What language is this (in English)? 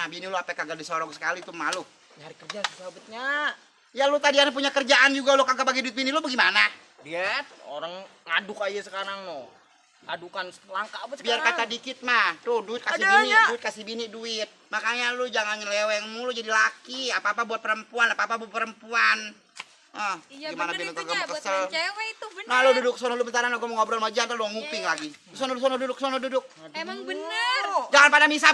Betawi